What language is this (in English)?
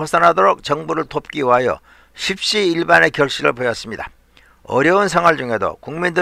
Korean